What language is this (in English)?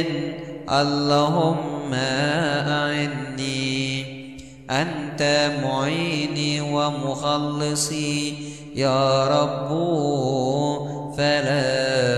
Arabic